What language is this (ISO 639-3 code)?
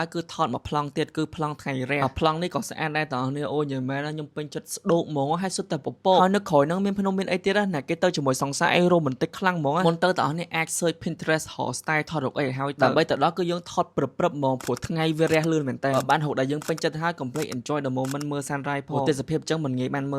khm